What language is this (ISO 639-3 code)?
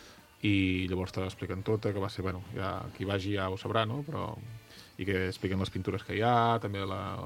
cat